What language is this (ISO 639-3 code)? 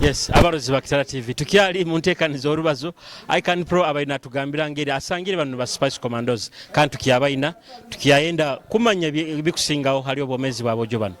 nyo